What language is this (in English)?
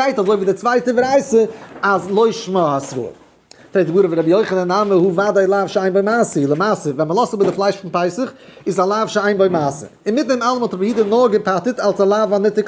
Yiddish